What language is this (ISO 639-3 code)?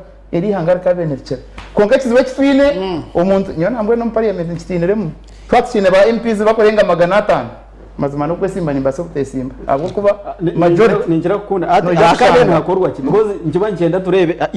nyn